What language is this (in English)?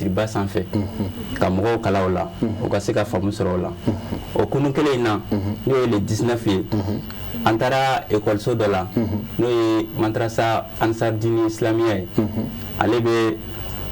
Bambara